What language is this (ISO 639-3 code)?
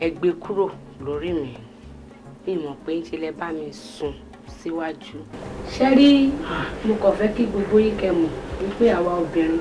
yor